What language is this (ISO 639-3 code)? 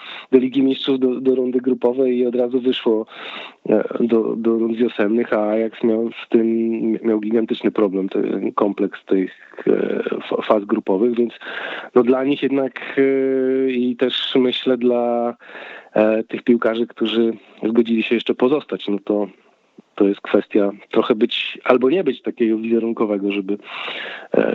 pol